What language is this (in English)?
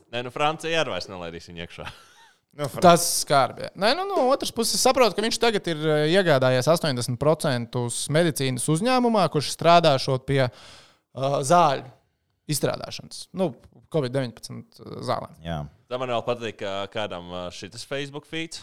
Latvian